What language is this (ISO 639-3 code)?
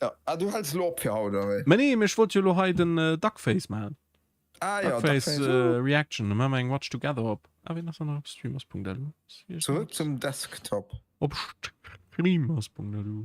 ltz